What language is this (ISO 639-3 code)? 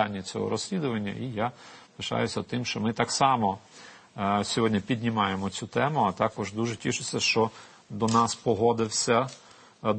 ukr